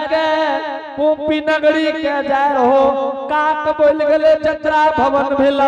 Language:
Angika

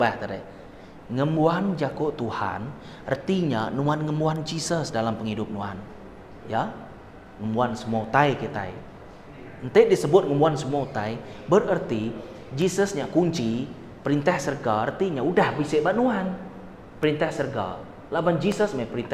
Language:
Iban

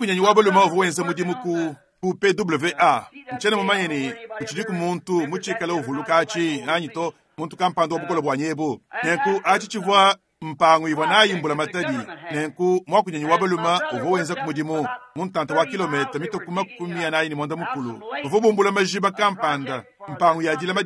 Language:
Luba-Lulua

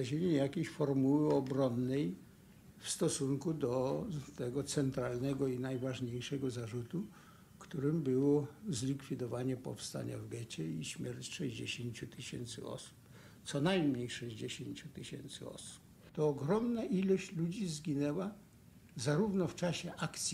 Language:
Polish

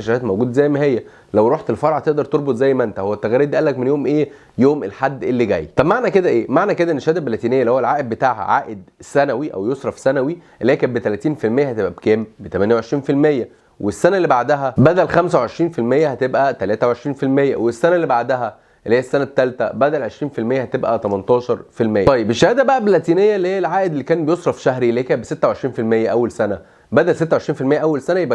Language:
Egyptian Arabic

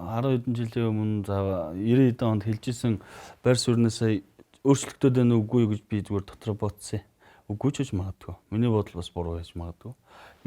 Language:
Mongolian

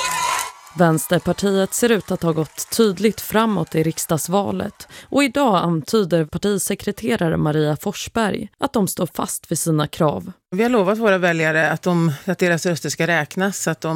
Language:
Swedish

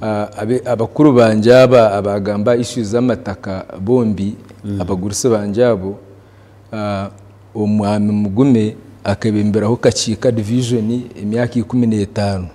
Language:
Nyankole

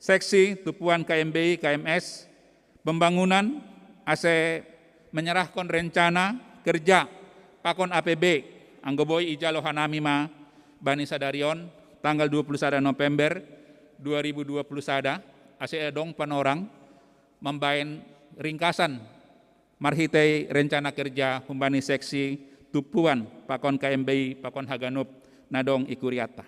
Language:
Batak Simalungun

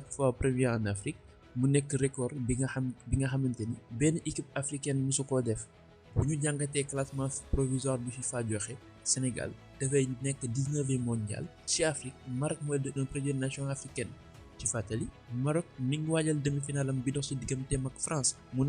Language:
Wolof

